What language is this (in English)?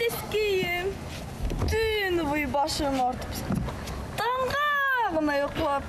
Bashkir